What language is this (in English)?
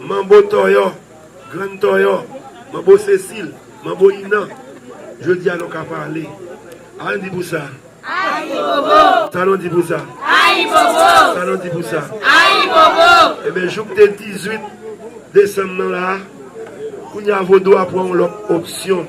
Haitian Creole